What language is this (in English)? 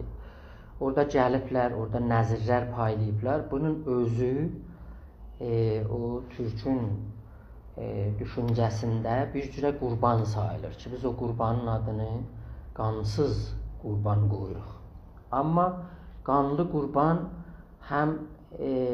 South Azerbaijani